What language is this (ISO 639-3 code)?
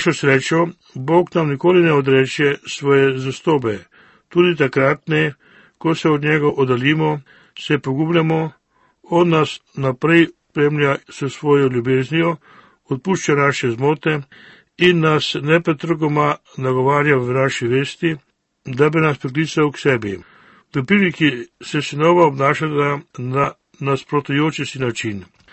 slv